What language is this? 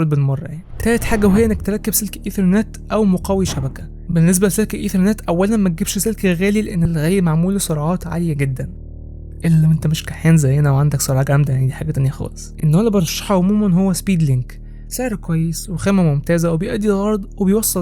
Egyptian Arabic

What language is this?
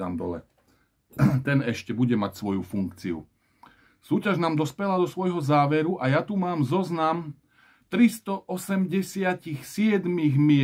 Slovak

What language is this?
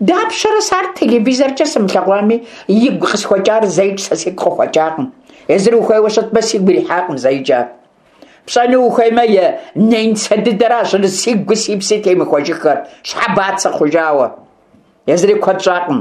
Kabardian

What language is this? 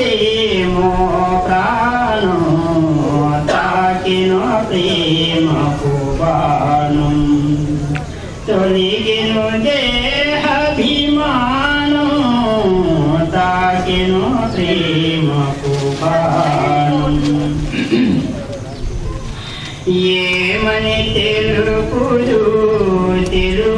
Telugu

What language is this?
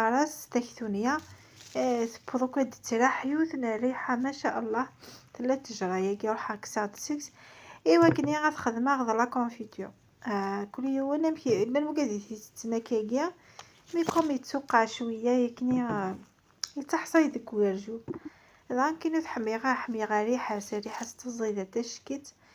Kabyle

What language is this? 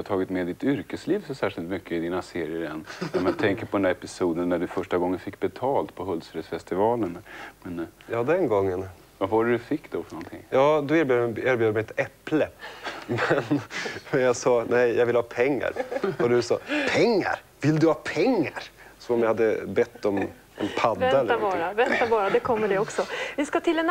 Swedish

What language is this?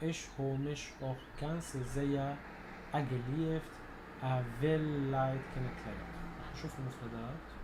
North Levantine Arabic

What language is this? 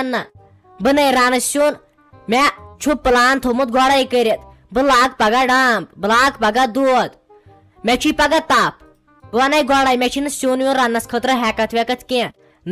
Kashmiri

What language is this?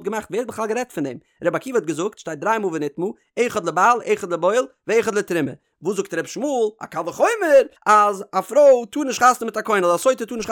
Yiddish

